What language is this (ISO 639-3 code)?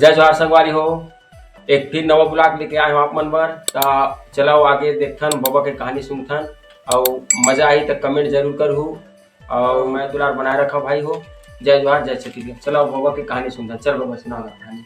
hne